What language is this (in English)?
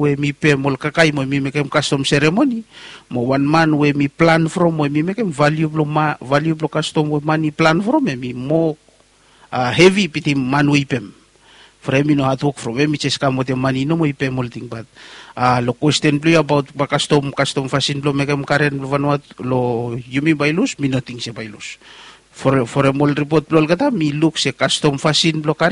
Bislama